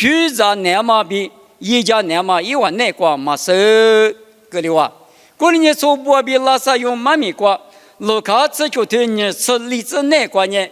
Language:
Lisu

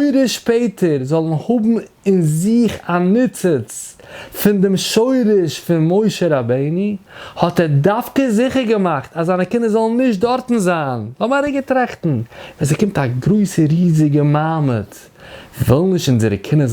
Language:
Yiddish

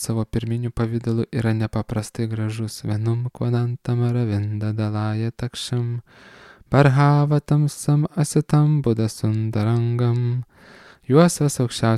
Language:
Lithuanian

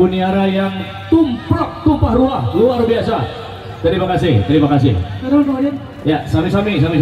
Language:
Indonesian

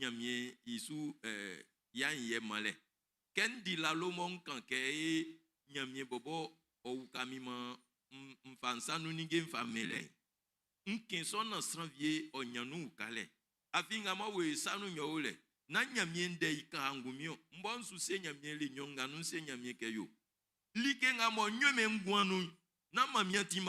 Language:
Baoulé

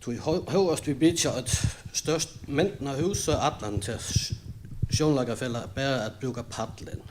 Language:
Faroese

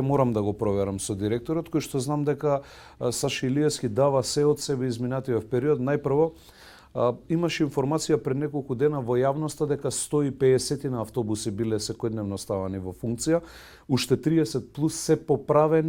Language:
Macedonian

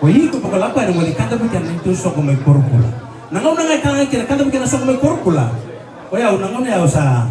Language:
Fijian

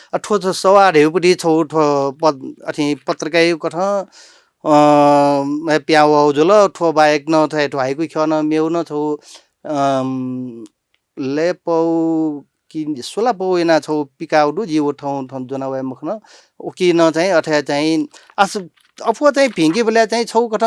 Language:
Newari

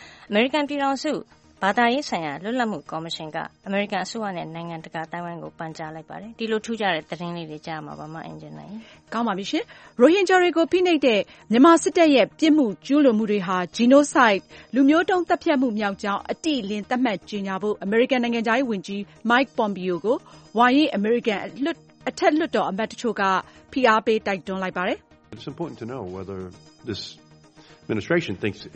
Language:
Burmese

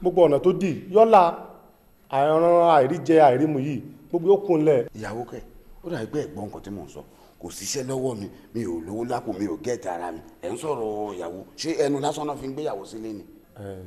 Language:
Yoruba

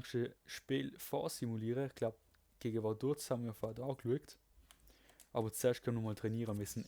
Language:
Swiss German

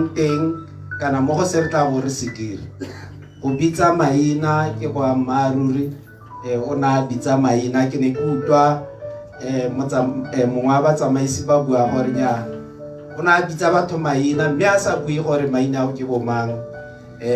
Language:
Tswana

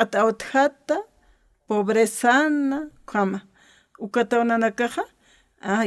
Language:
Aymara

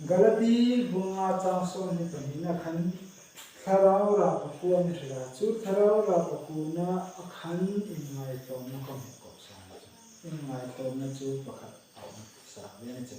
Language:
Hmar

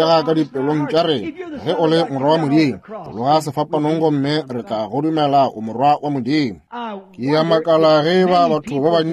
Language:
Northern Sotho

